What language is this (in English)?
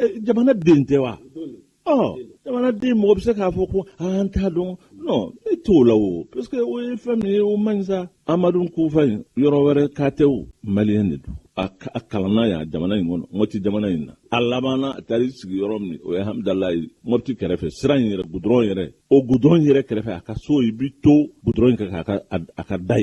Bambara